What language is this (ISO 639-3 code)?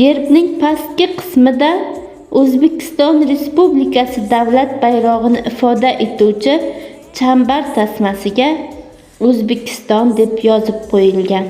uzb